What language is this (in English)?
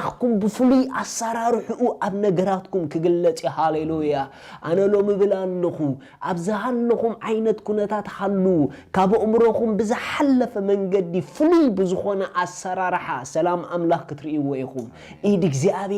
Tigrinya